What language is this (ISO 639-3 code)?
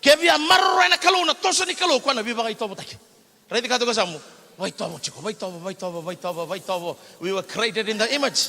fij